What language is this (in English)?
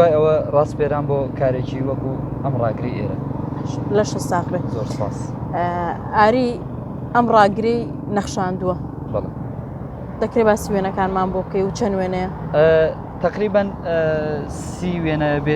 Central Kurdish